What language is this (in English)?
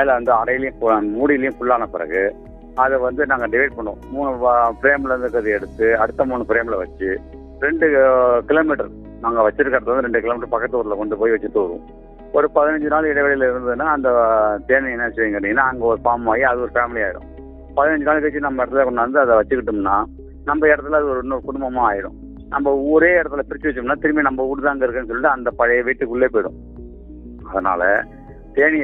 Tamil